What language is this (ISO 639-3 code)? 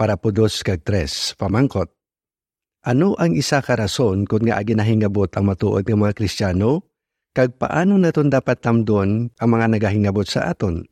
hil